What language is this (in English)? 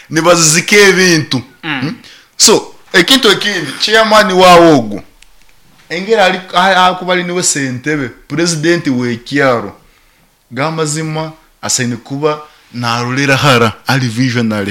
Nyankole